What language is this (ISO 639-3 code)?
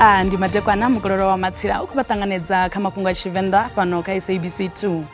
ven